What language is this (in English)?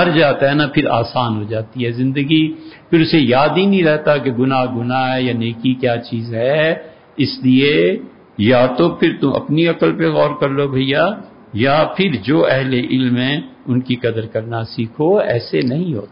Urdu